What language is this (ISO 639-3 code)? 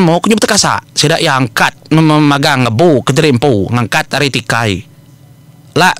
iba